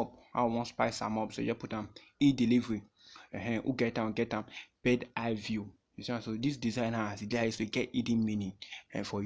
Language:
Nigerian Pidgin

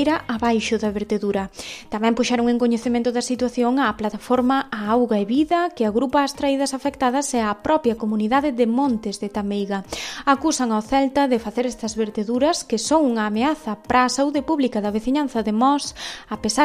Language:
Galician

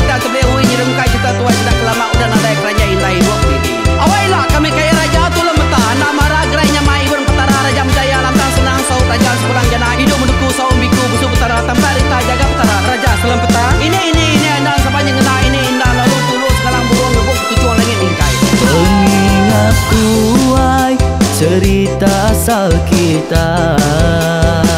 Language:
Iban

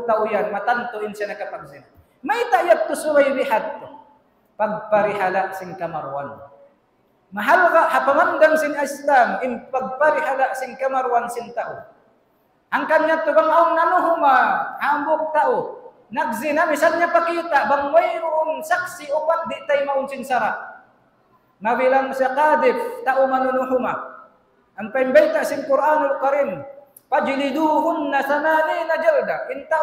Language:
Tausug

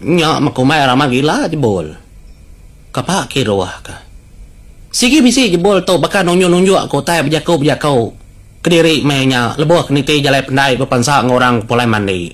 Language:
Iban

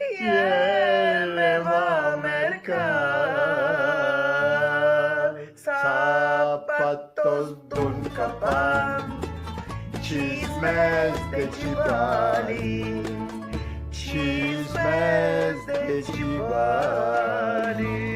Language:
Ladino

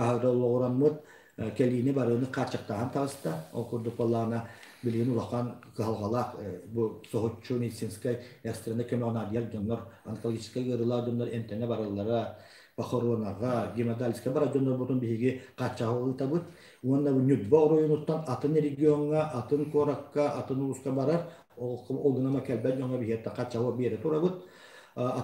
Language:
Yakut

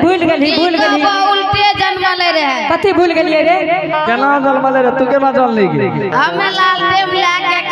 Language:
Angika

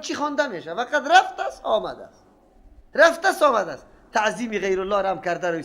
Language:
Persian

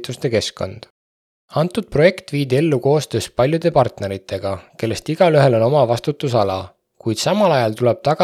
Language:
Estonian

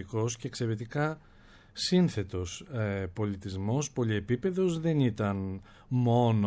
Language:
Greek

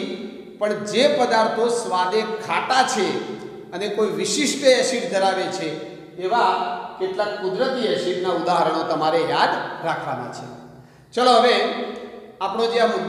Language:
Gujarati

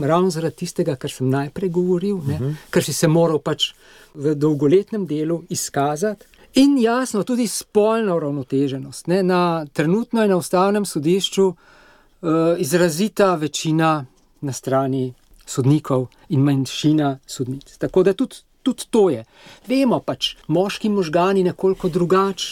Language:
Slovenian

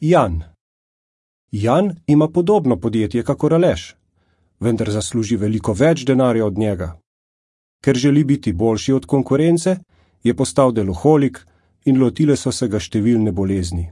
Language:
Slovenian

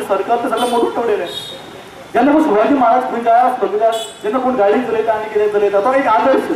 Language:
Konkani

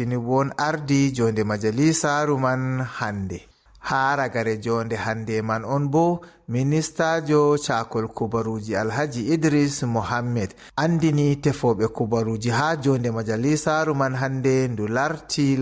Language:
Fula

